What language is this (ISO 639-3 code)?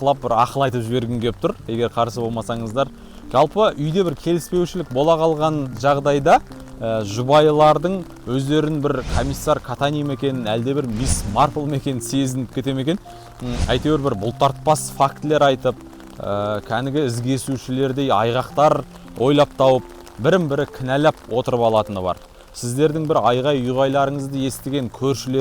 kaz